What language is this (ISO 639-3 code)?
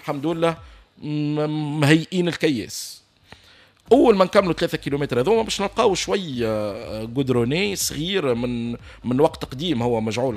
aeb